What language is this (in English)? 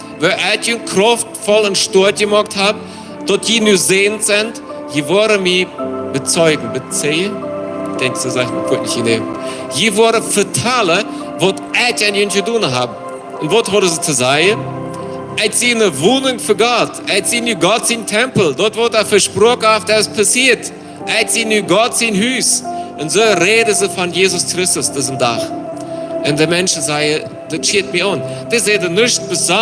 Plautdietsch